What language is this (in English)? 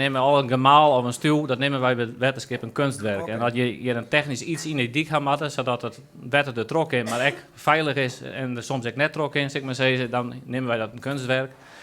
Western Frisian